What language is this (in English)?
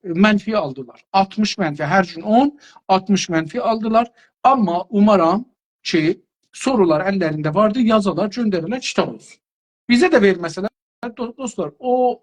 South Azerbaijani